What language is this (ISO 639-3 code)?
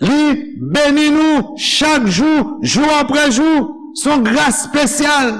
hat